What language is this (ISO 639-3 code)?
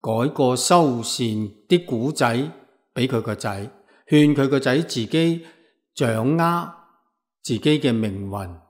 yue